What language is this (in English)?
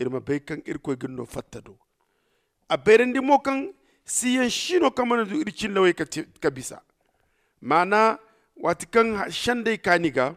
Zarma